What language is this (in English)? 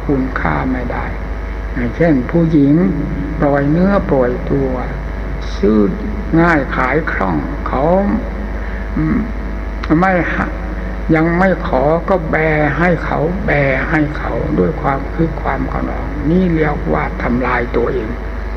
Thai